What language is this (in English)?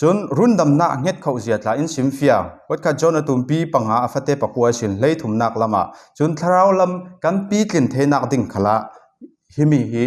Falam Chin